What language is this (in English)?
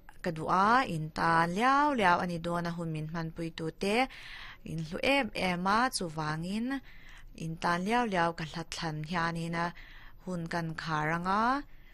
Mizo